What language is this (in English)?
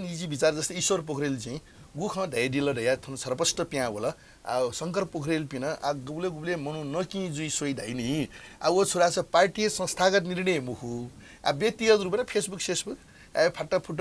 Newari